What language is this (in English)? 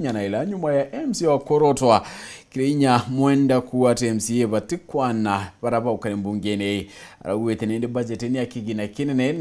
Meru